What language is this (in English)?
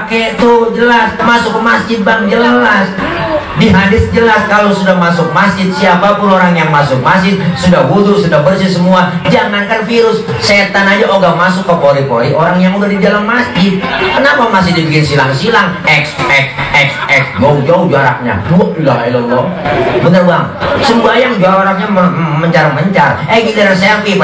Betawi